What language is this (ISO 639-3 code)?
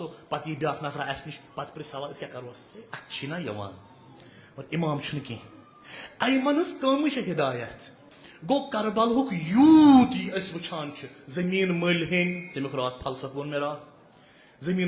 kas